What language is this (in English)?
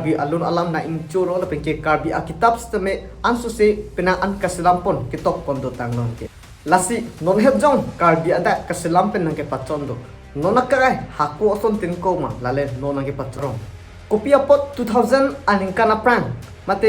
Karbi